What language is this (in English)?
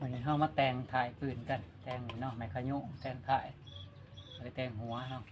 Lao